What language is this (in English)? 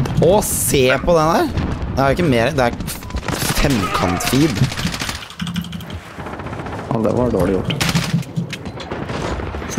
Norwegian